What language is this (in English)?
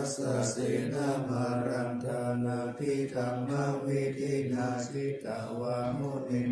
Pali